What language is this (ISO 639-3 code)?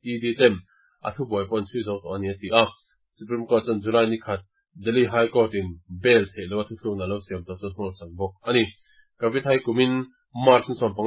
lus